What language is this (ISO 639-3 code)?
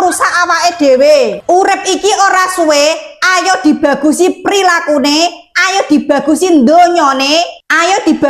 jav